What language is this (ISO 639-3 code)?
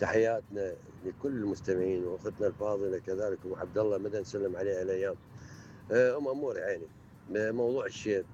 acm